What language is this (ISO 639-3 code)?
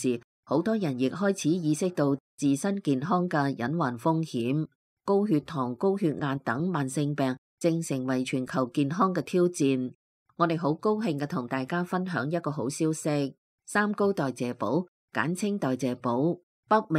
yue